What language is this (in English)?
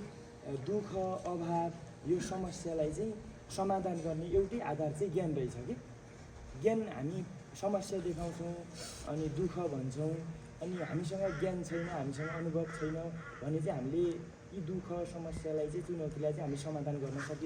Nepali